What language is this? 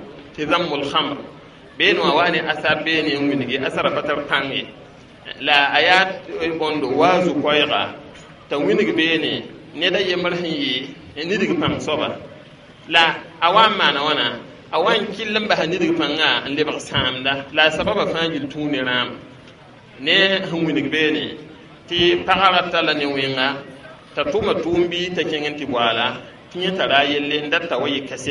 Mossi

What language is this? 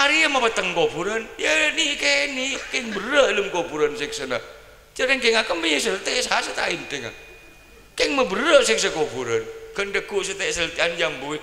Madurese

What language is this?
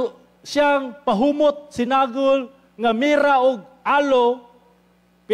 Cebuano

